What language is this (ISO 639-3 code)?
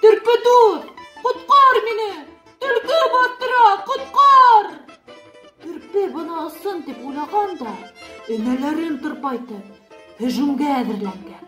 bak